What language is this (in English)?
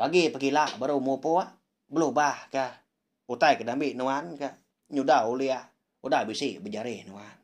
Iban